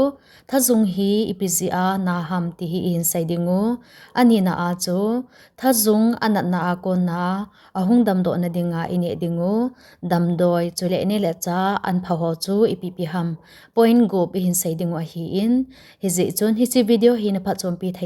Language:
Thado Chin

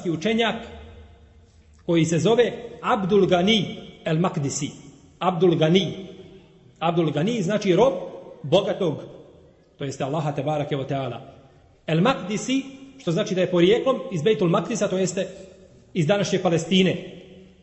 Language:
Bosnian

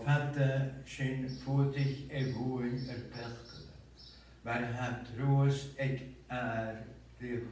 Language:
Scottish Gaelic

